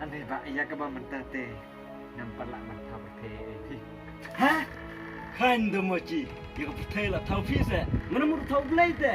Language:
Khasi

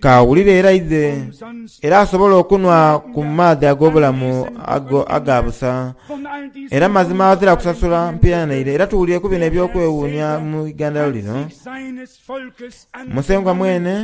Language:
Soga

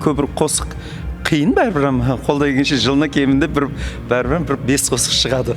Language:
Kara-Kalpak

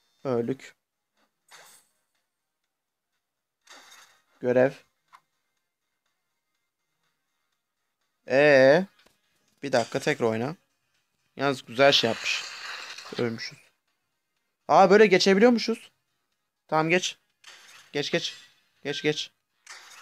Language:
Turkish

